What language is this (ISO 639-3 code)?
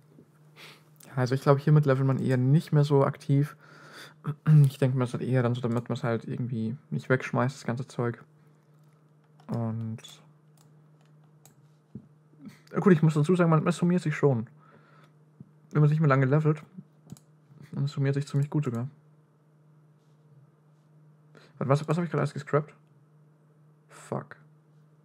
deu